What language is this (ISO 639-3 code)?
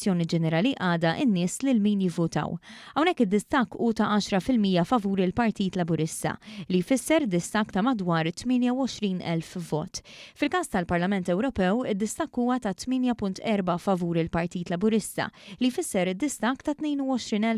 mlt